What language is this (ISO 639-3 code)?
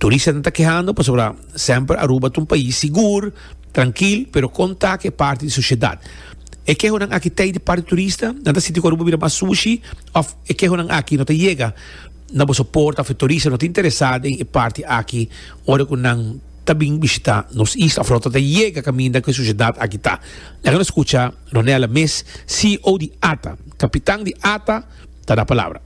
pap